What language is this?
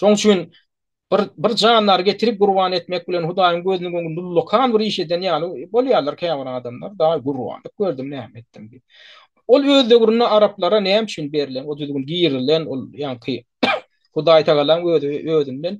Turkmen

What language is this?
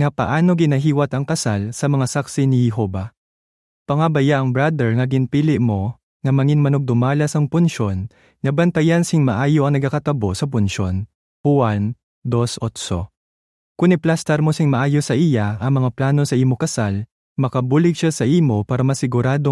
Hiligaynon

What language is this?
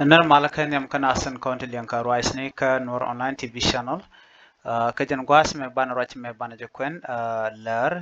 Nuer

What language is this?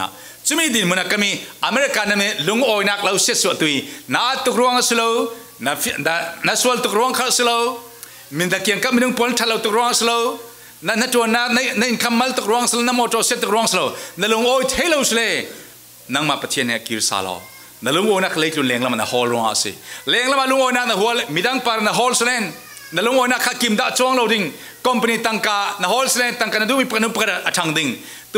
Falam Chin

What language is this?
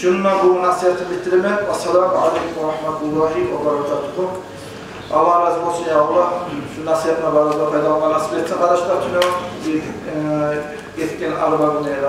Kumyk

